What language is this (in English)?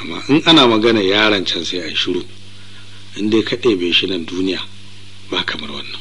Hausa